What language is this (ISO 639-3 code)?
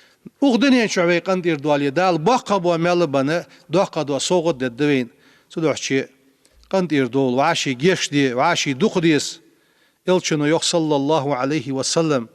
inh